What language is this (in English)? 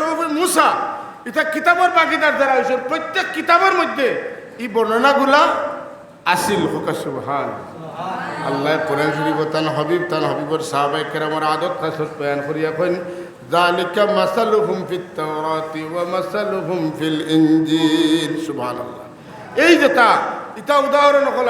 Sylheti